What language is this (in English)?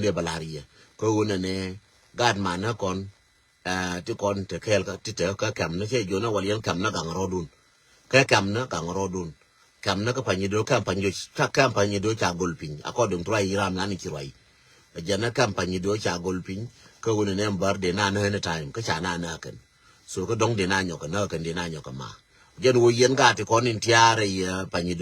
Nuer